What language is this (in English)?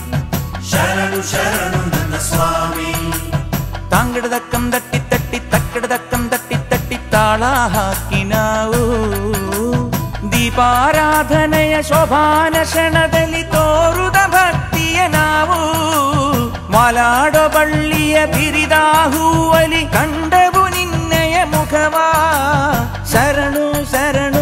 Kannada